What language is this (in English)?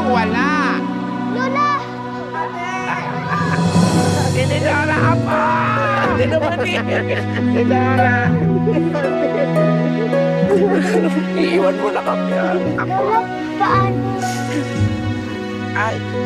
Filipino